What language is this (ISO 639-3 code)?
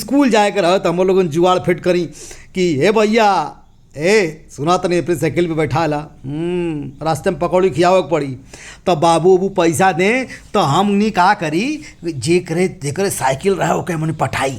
bho